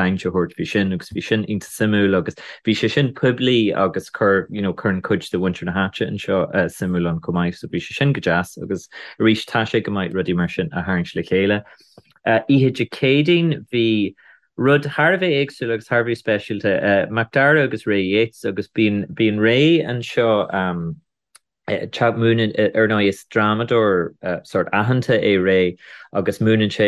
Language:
Irish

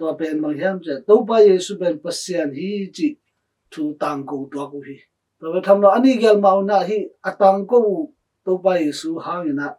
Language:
Tedim Chin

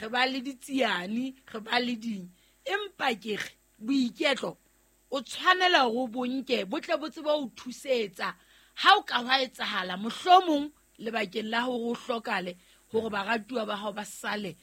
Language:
Southern Sotho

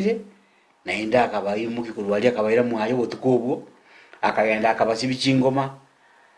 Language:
Gusii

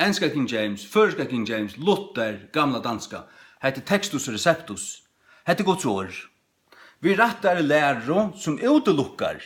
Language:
Faroese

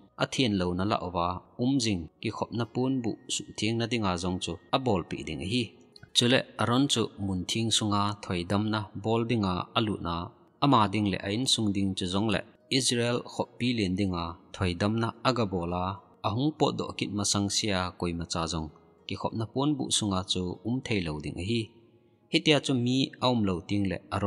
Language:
Thado Chin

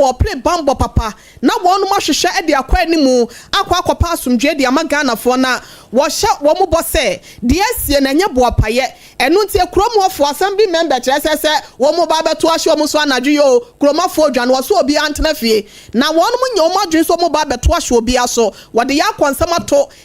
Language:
Akan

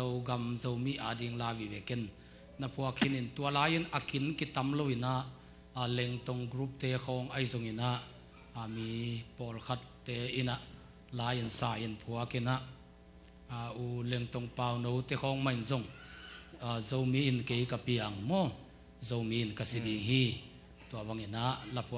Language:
Tedim Chin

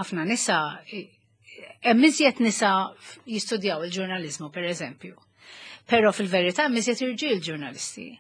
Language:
Maltese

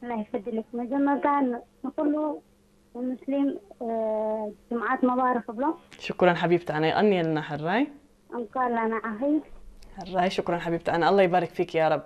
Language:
Tigrinya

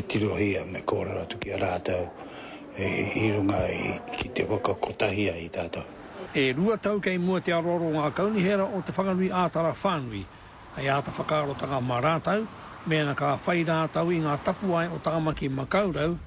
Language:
Māori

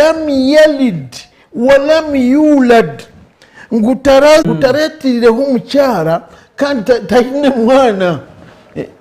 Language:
Nyankole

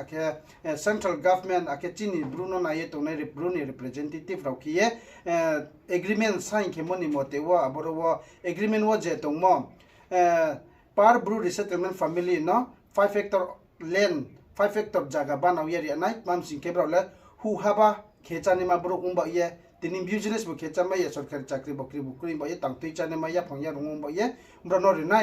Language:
Riang (India)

